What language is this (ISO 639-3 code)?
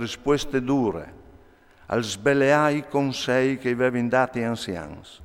fur